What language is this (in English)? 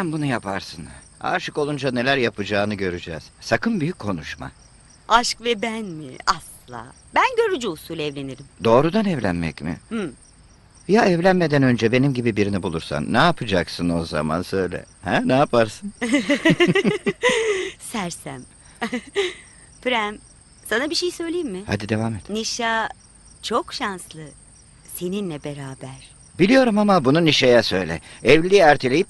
Turkish